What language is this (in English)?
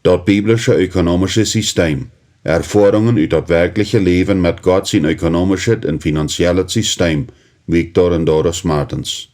Plautdietsch